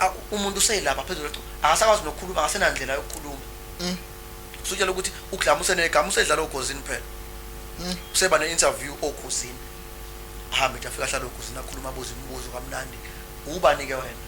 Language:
Zulu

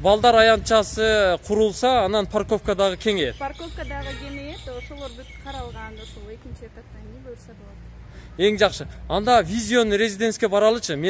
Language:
Kyrgyz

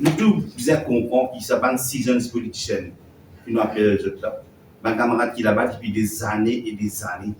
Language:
Morisyen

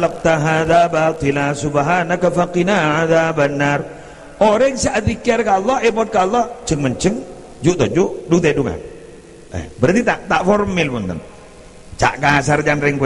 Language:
Madurese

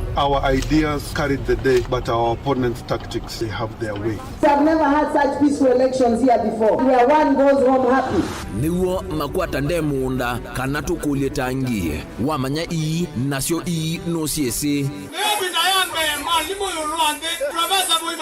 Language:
Kamba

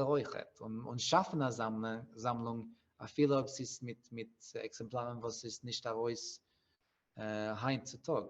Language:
Yiddish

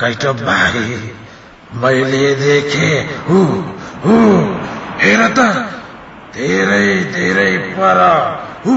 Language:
Nepali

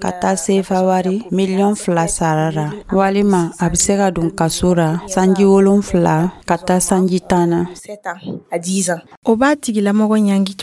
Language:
Dyula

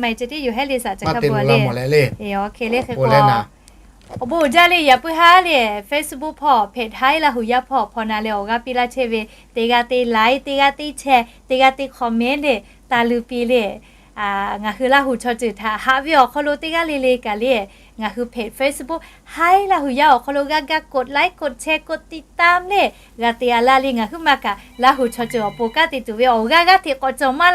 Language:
Lahu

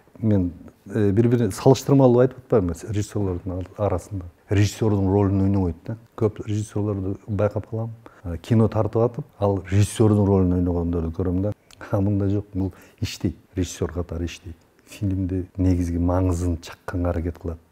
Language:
Kyrgyz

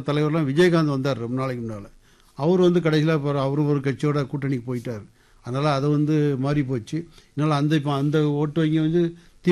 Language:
Tamil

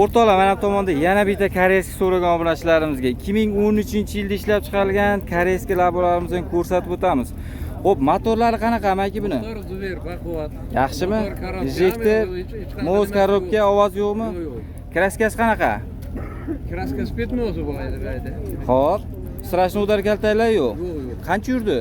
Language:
Uzbek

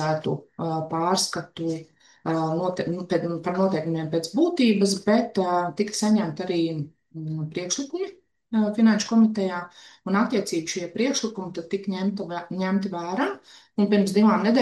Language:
Latvian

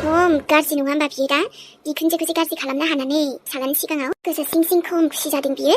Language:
Bodo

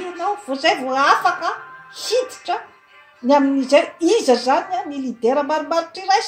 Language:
Malagasy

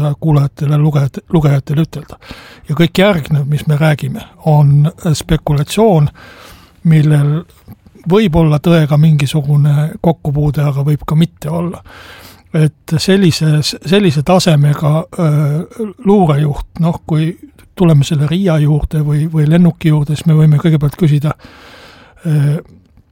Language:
Estonian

